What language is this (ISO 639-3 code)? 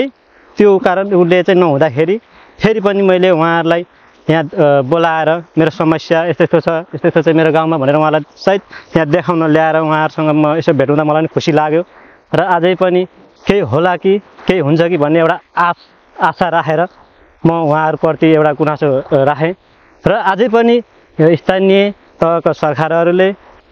nep